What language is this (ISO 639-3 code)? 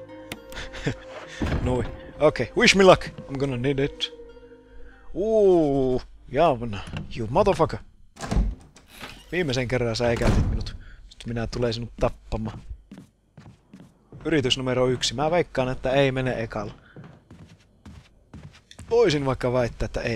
fin